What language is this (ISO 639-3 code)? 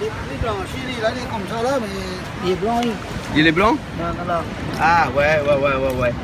rcf